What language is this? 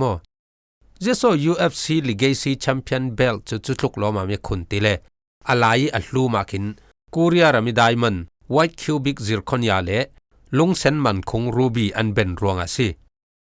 Falam Chin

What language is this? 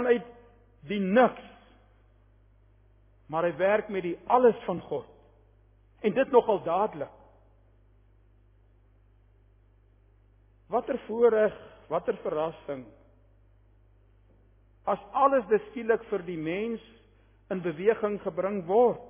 Afrikaans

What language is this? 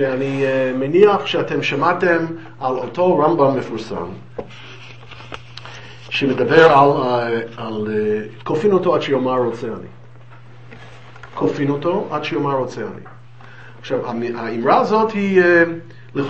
Hebrew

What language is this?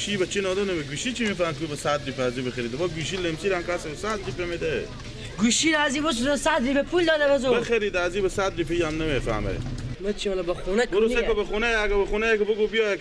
Persian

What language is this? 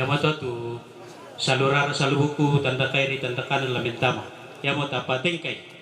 Toraja-Sa'dan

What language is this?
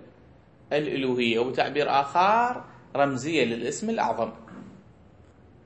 Arabic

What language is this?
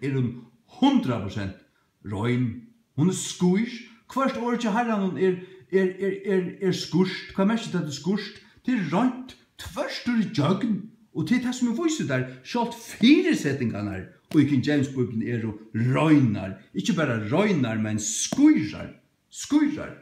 Faroese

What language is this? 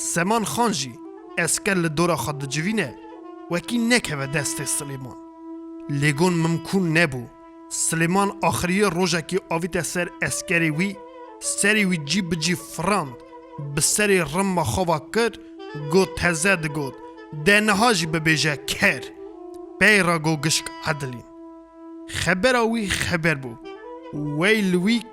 Kurdish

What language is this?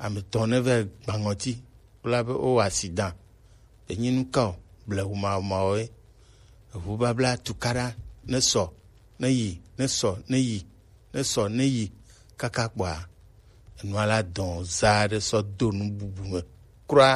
Gen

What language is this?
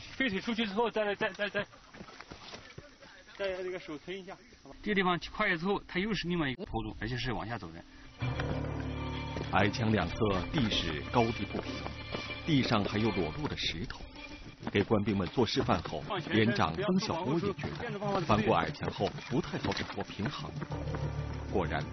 Chinese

